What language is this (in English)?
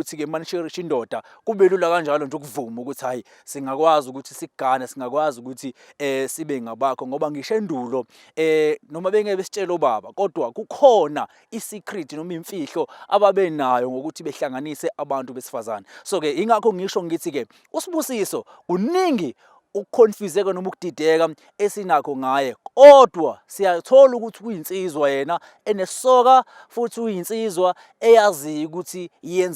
Zulu